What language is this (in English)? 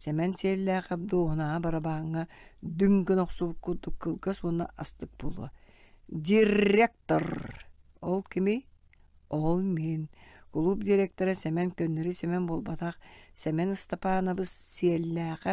Yakut